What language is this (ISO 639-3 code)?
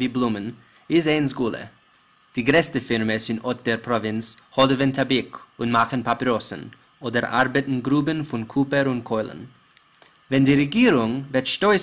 yid